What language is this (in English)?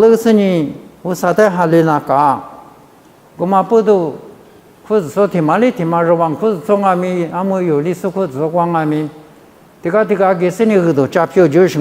Lisu